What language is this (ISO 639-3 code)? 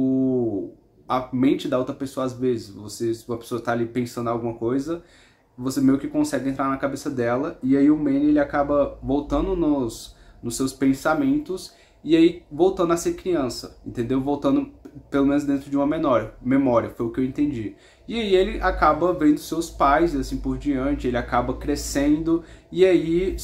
por